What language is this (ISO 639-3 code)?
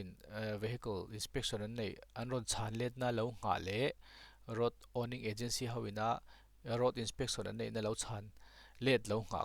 lus